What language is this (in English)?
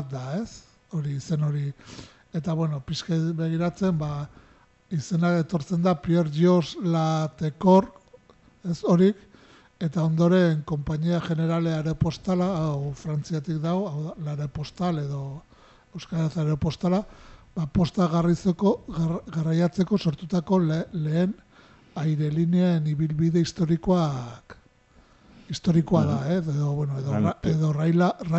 Basque